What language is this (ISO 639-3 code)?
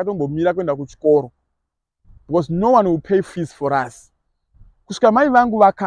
sna